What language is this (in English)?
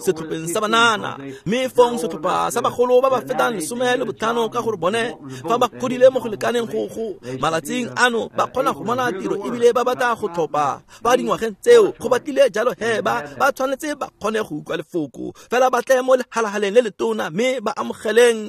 Tswana